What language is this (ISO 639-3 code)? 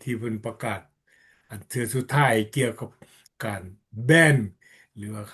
lao